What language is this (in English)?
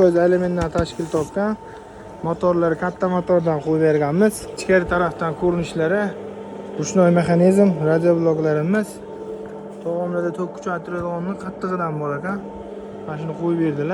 Uzbek